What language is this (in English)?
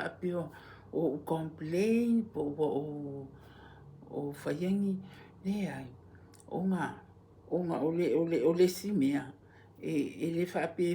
Samoan